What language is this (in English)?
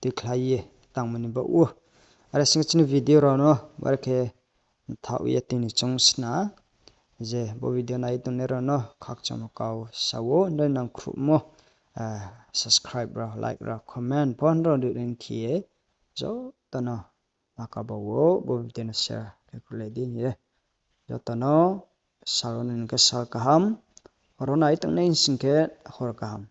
Riang (India)